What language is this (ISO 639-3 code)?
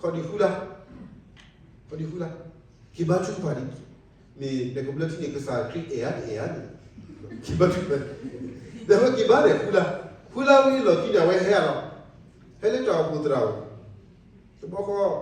ksw